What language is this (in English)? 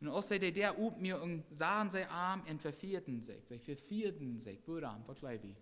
Plautdietsch